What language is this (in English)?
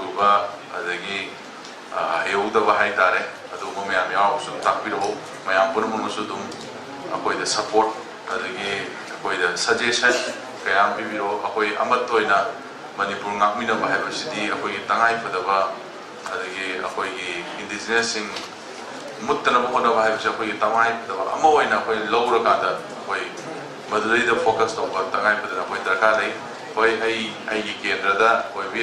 Manipuri